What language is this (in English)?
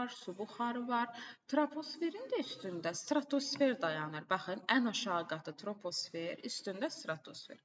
Azerbaijani